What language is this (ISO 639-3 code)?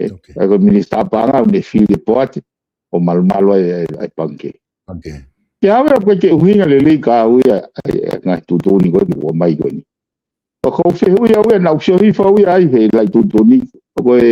ton